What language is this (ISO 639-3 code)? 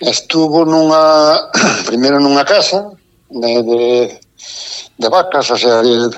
glg